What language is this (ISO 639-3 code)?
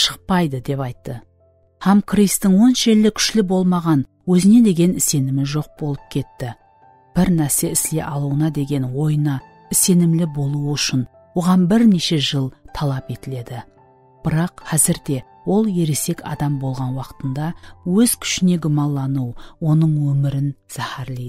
kaa